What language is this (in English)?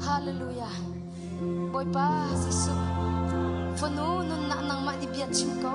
Hakha Chin